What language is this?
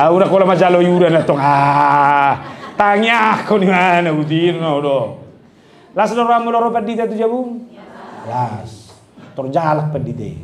Batak Toba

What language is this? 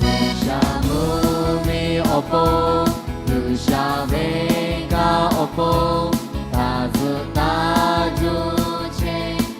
Lahu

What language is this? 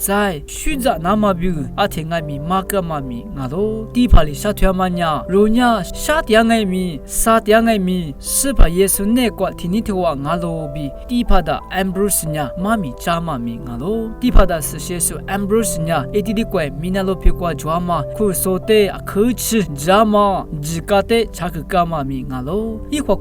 Lisu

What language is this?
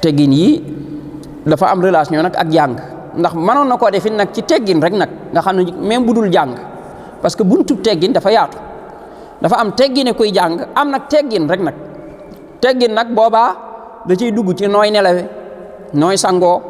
Wolof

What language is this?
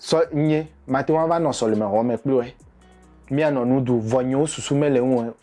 Ewe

